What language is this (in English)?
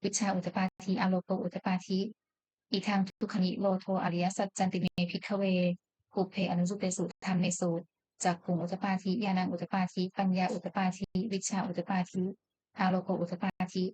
Pali